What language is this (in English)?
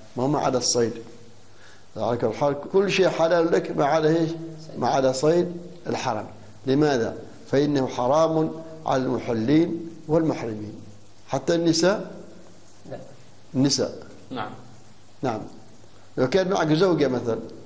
Arabic